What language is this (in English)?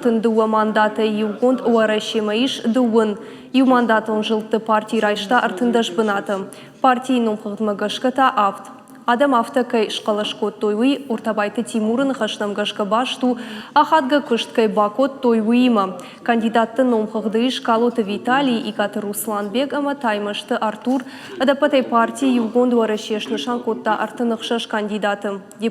Ossetic